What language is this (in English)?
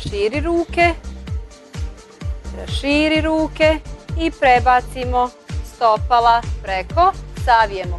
Croatian